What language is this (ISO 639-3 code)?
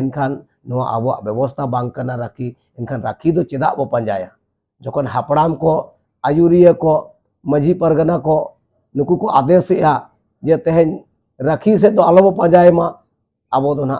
sat